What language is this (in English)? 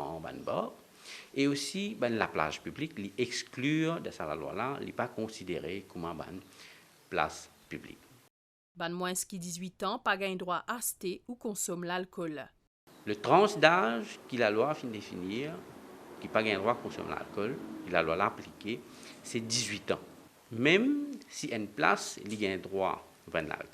Morisyen